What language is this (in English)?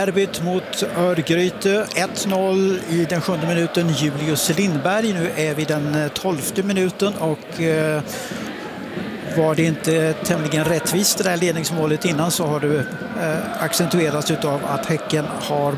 Swedish